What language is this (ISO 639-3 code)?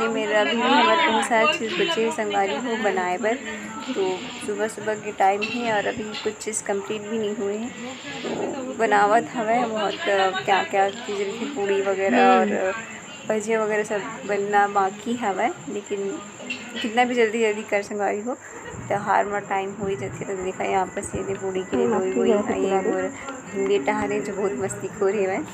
hne